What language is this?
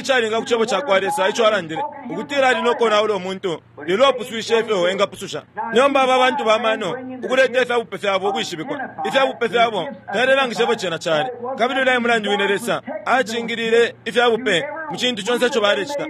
Bemba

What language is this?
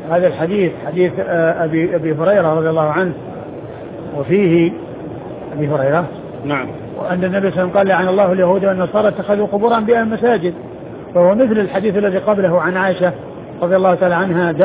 Arabic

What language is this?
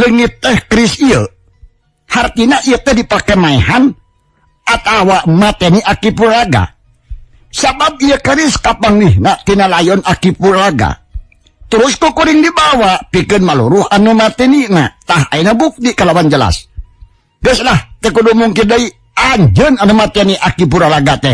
Sundanese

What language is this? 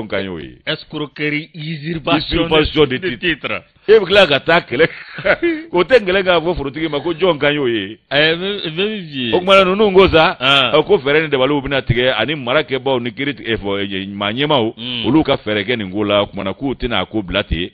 Bambara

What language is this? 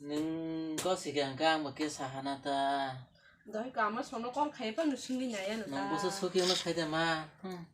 Kok Borok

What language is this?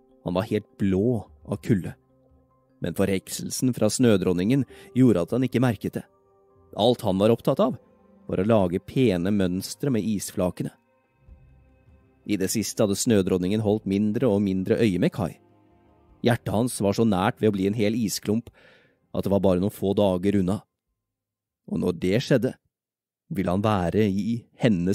Norwegian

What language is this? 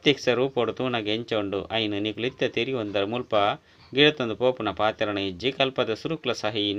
Tulu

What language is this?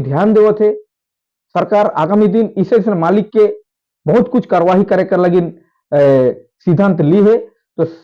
Sadri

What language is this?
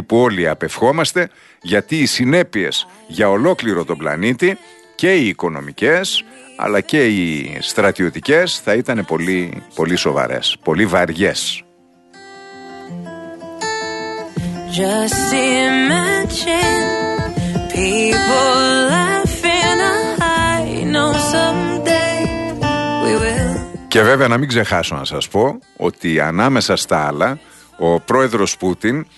Greek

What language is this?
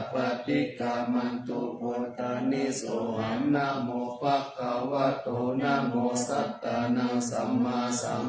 Pali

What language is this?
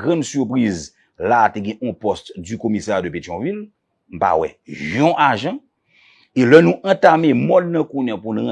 Haitian Creole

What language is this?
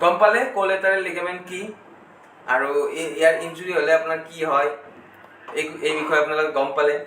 Assamese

